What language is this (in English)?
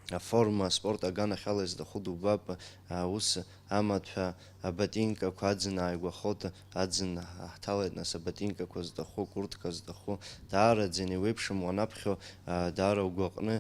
Abkhazian